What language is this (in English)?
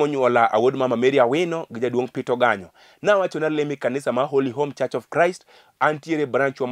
Luo (Kenya and Tanzania)